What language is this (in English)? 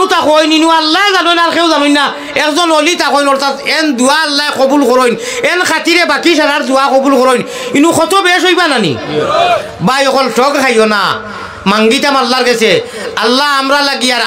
Sylheti